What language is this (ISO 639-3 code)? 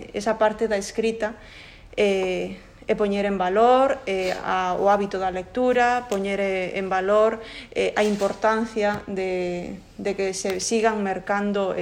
glg